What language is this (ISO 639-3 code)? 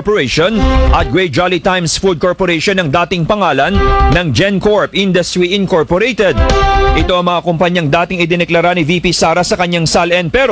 fil